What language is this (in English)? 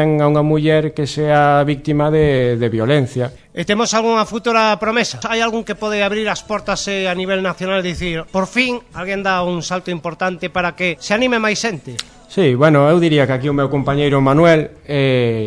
Galician